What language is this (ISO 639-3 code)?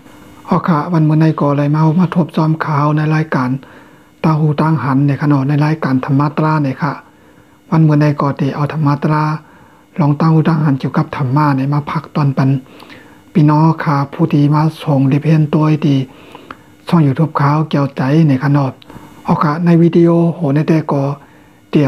shn